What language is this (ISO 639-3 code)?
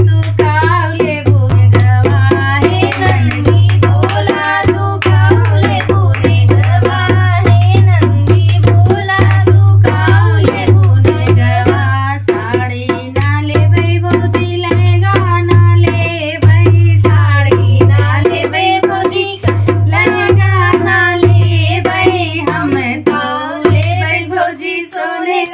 bho